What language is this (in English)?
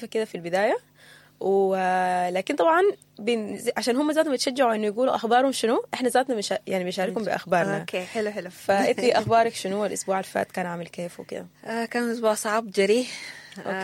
Sudanese Arabic